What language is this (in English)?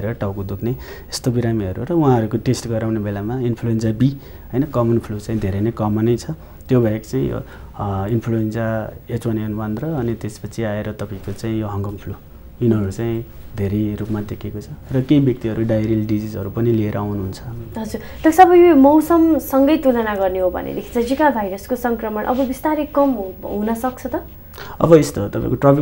Nepali